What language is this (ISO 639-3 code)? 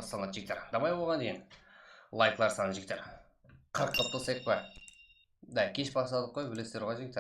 kaa